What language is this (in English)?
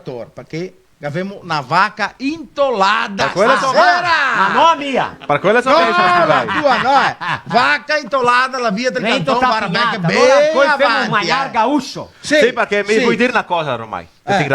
Venetian